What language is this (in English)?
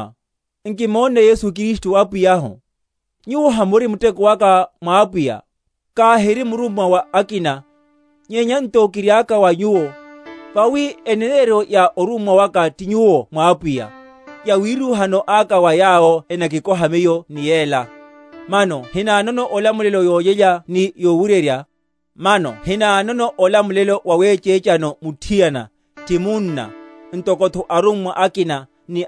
Makhuwa